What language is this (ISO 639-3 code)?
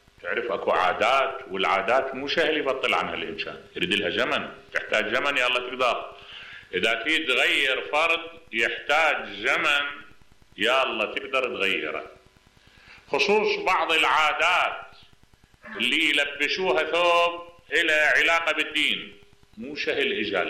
acm